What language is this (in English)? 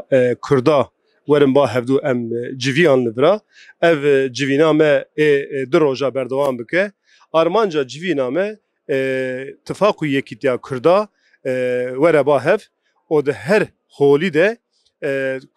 Kurdish